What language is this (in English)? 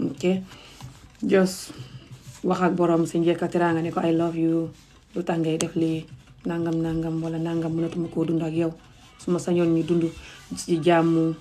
Wolof